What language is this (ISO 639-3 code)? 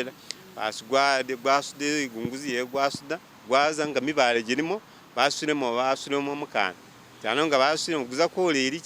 myx